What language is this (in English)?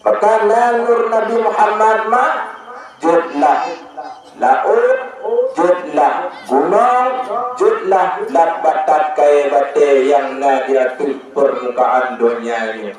Achinese